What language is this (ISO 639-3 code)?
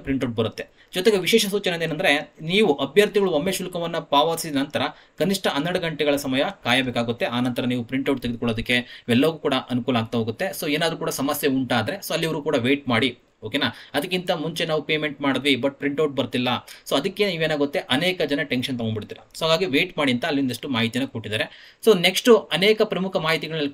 kan